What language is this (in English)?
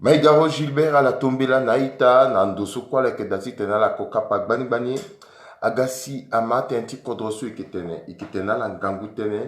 Sango